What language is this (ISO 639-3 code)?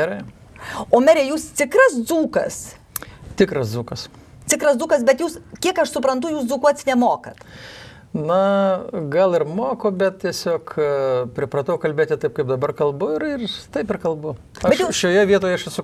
lit